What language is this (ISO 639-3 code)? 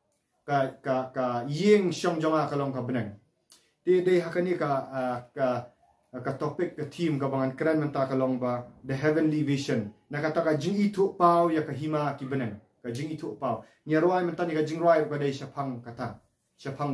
kha